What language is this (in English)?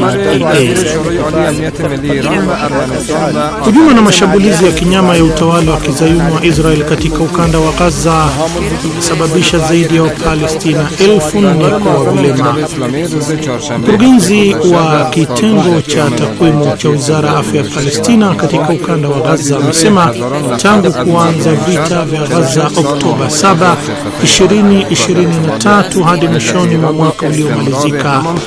Swahili